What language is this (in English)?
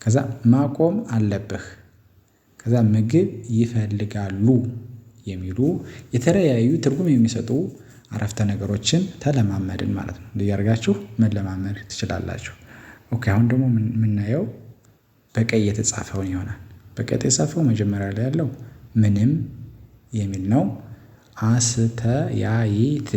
Amharic